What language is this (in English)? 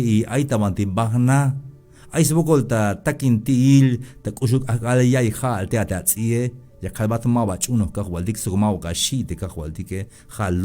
Tzeltal